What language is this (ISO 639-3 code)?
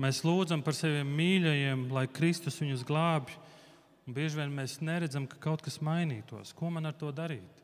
lav